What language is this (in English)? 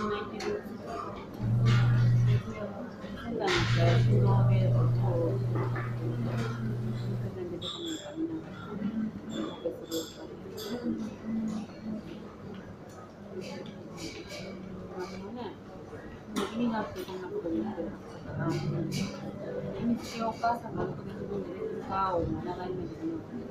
Japanese